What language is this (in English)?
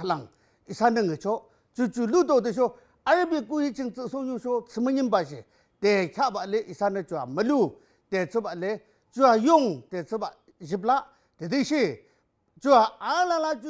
Yimchungru Naga